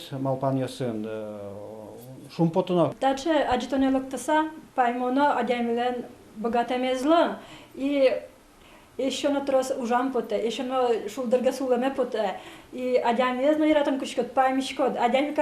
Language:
Udmurt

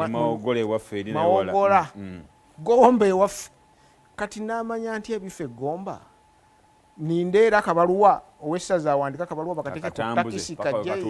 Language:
Ganda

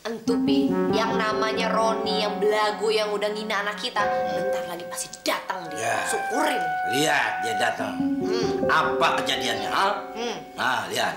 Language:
Betawi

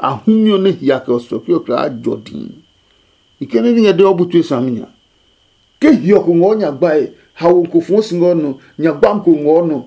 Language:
Adangme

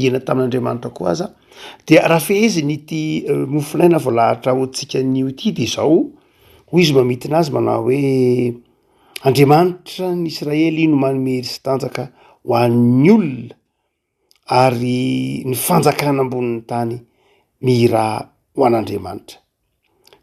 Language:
Malagasy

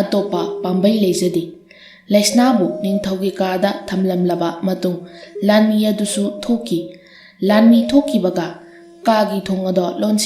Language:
Manipuri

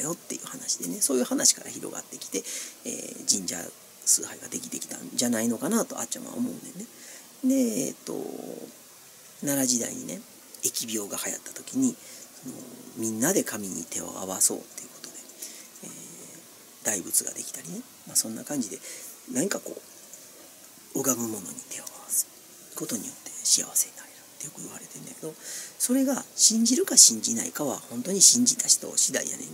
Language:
Japanese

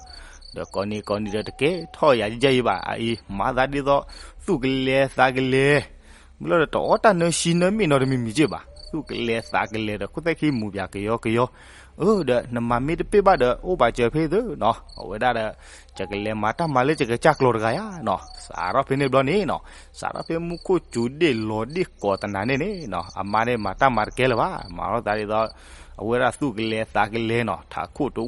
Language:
S'gaw Karen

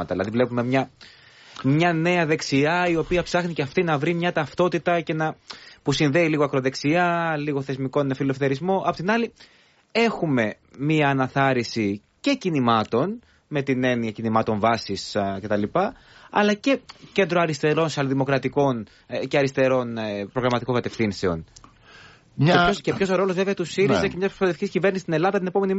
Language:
Greek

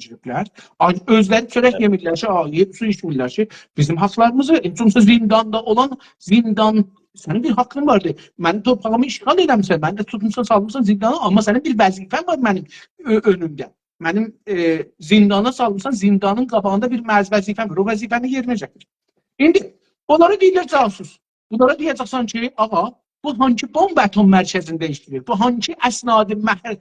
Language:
South Azerbaijani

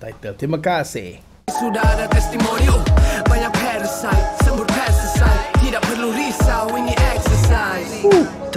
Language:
Malay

